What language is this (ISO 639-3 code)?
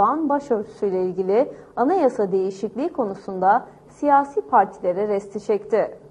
tur